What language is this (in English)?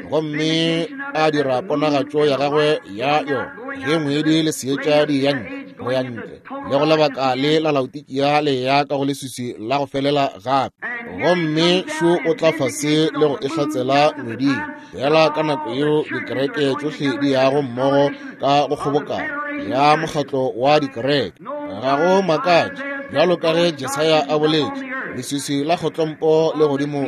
Northern Sotho